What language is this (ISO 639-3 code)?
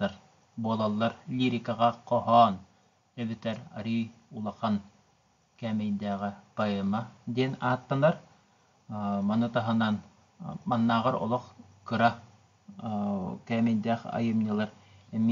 sah